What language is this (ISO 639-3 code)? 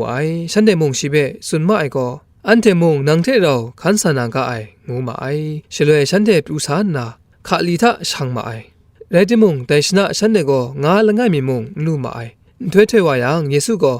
kac